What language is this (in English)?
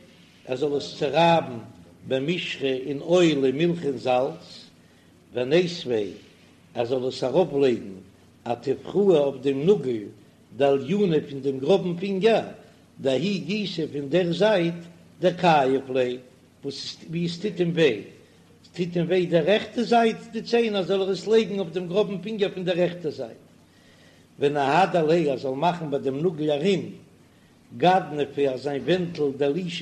Yiddish